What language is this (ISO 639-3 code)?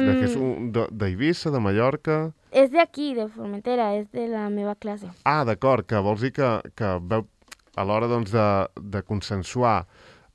cat